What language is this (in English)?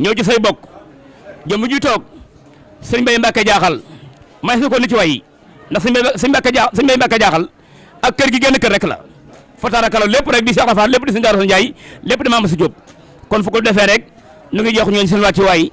Wolof